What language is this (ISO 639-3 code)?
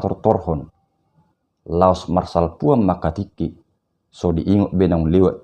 bbc